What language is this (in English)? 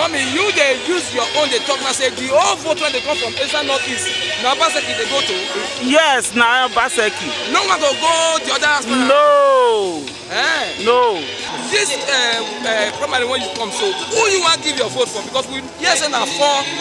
Nigerian Pidgin